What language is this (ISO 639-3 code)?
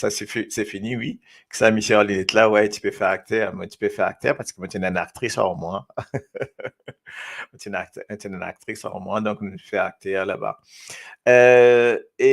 mfe